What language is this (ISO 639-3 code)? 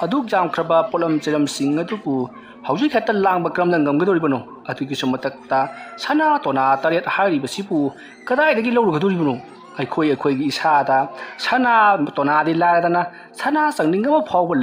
mni